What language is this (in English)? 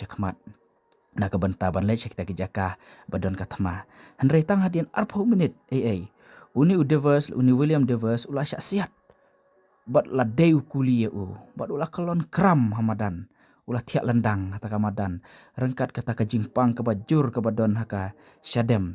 Khasi